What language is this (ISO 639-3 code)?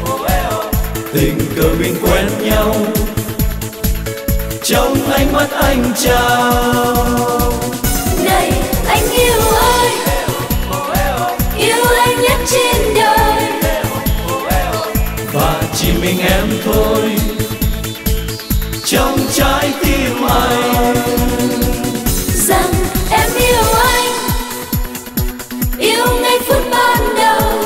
vie